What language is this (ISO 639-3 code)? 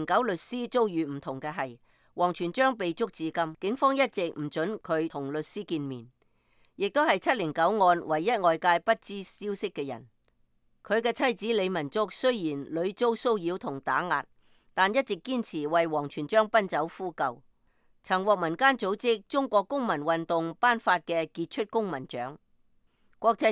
yue